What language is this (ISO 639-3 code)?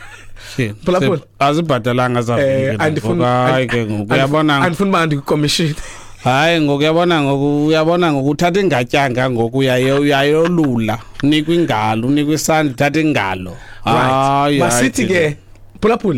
xho